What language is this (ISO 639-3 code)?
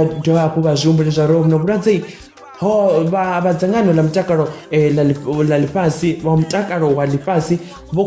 ven